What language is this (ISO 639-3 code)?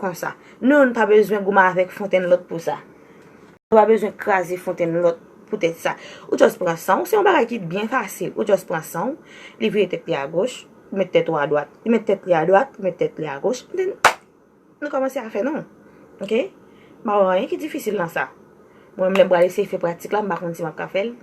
hat